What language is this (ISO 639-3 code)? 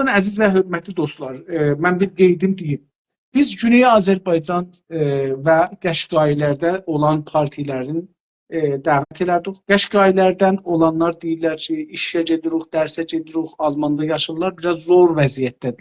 azb